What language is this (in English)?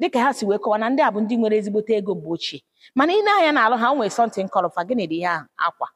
Igbo